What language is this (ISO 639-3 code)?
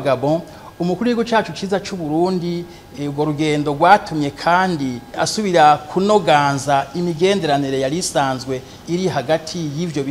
run